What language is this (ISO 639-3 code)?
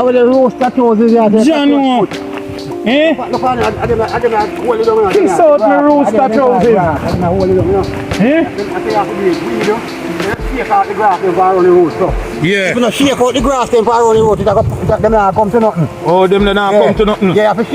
jam